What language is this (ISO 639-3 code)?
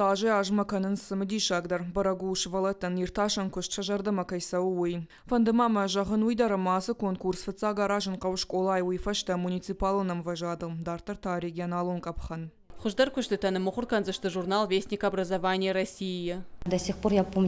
oss